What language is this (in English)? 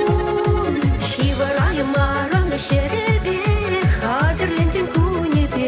Chuvash